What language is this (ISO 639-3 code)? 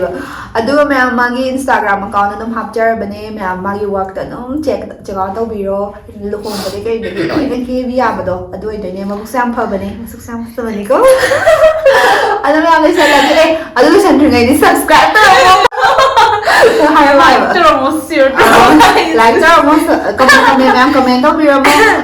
mni